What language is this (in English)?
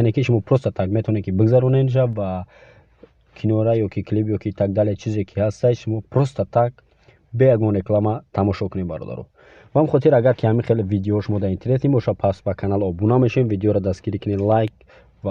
Tajik